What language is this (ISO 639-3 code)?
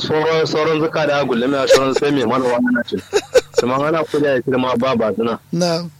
kau